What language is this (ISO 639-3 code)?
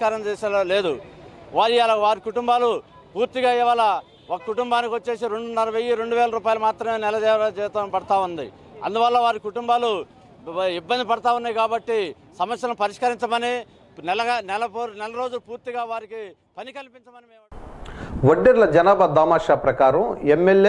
tel